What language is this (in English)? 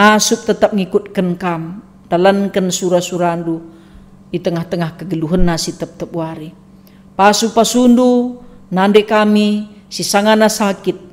Batak Karo